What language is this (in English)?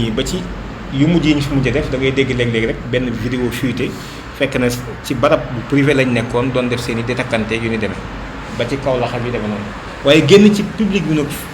Wolof